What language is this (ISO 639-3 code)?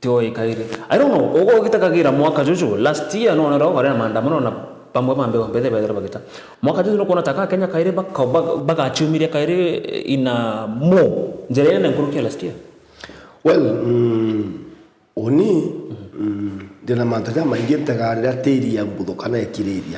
mer